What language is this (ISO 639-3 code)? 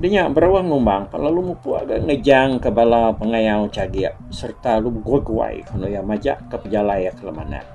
iba